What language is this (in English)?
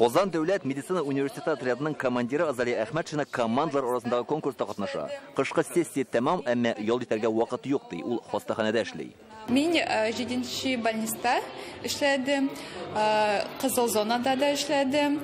Tatar